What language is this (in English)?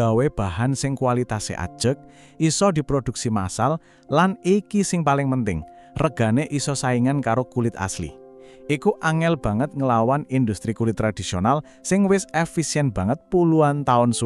Javanese